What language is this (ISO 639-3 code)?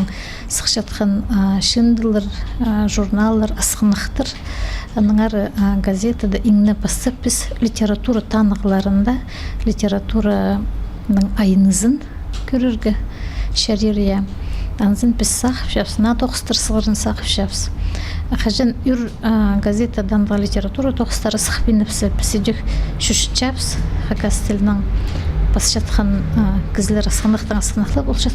kjh